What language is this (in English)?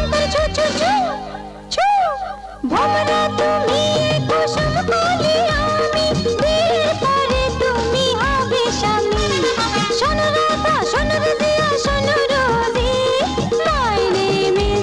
Bangla